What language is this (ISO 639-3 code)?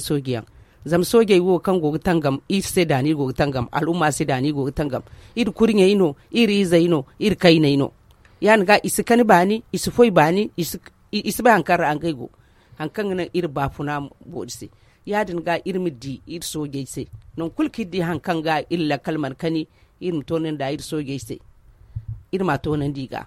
dje